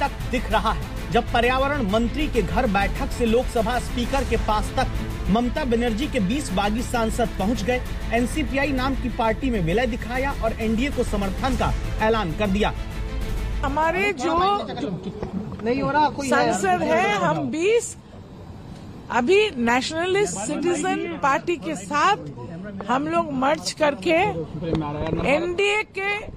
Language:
Hindi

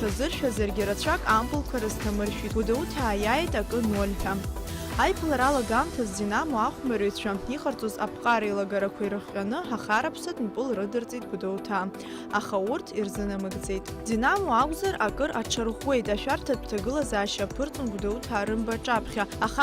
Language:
Abkhazian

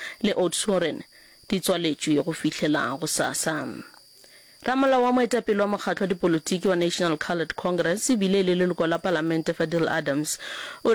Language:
Northern Sotho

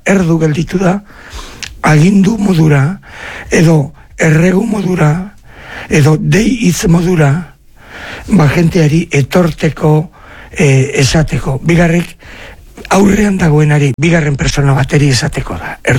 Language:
Basque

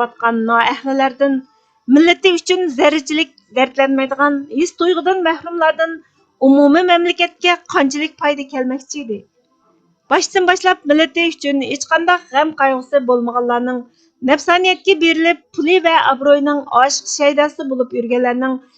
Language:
Uyghur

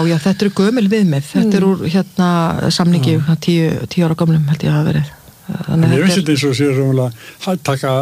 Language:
Icelandic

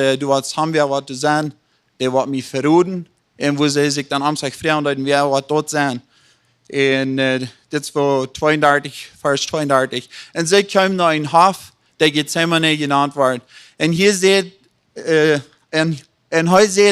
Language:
Plautdietsch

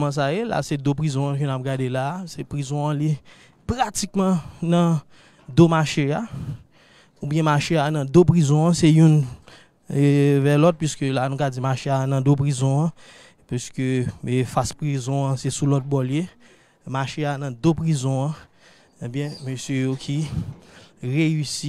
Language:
Haitian Creole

